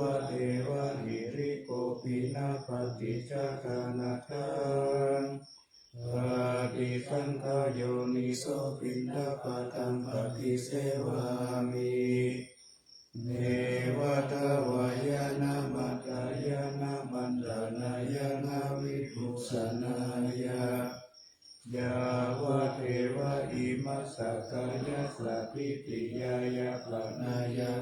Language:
Pali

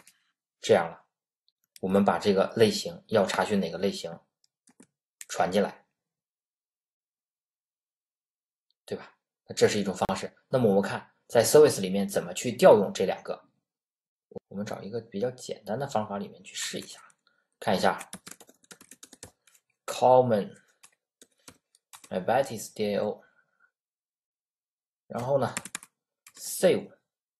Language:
Chinese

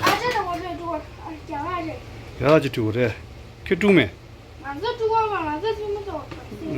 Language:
Tibetan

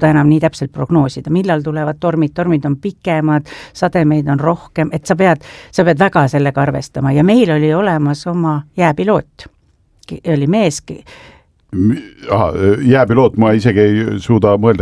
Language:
Estonian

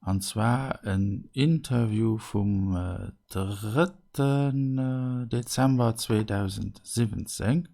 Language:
Luxembourgish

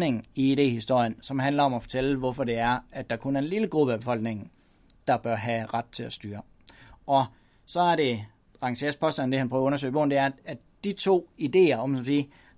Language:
Danish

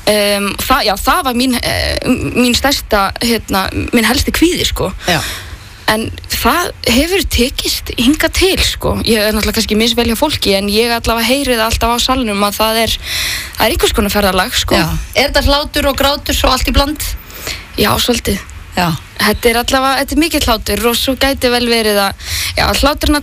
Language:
Icelandic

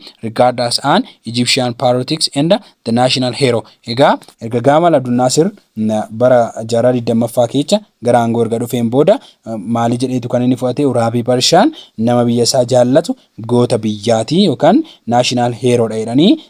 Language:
Oromo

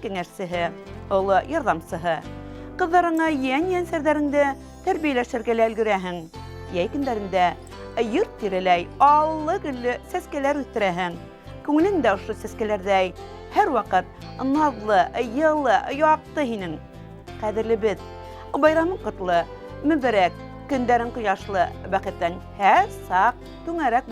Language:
Bashkir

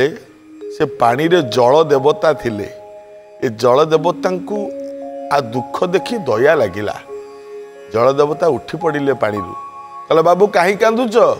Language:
Odia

